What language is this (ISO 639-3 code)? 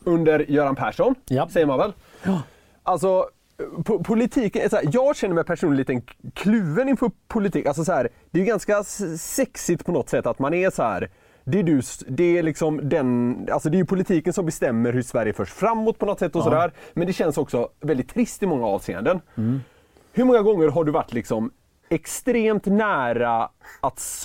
swe